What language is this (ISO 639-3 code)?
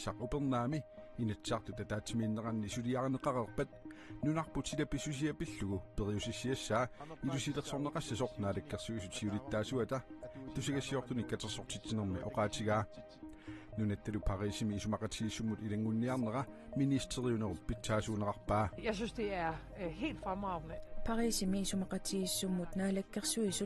kal